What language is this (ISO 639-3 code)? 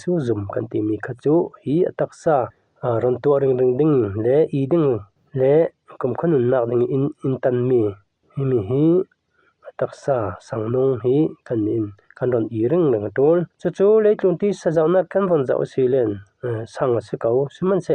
cfm